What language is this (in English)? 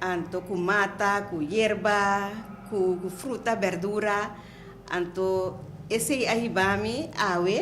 Papiamento